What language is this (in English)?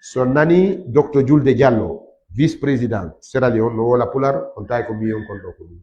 Fula